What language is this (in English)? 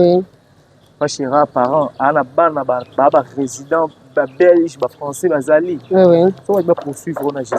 Lingala